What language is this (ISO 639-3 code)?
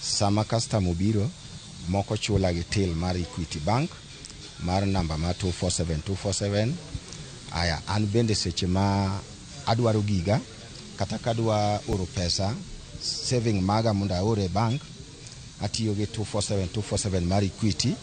luo